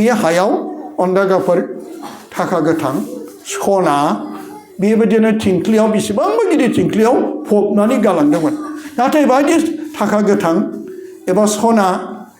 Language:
Bodo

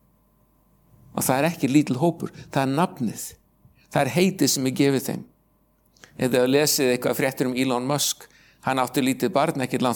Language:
Icelandic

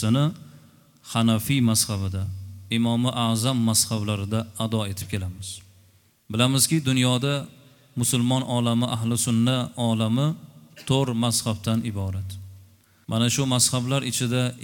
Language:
Uzbek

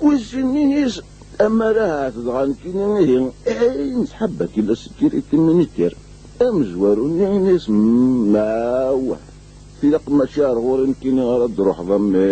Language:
Kabyle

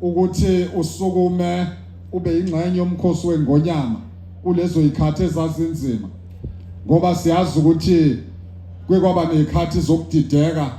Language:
Zulu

